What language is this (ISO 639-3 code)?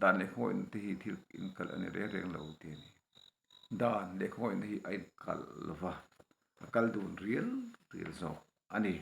lus